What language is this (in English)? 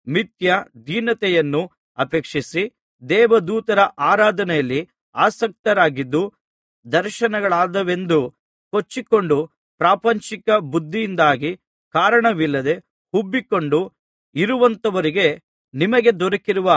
Kannada